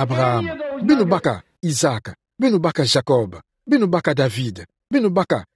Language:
Kituba (Democratic Republic of Congo)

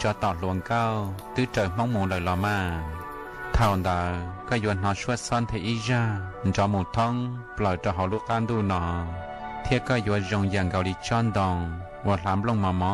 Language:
Hmong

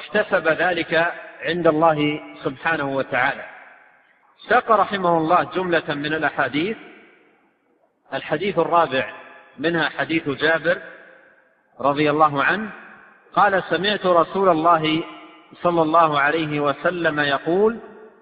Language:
Arabic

